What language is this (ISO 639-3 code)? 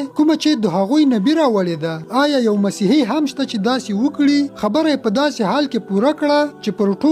pus